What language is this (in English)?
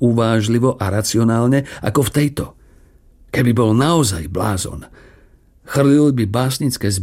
Slovak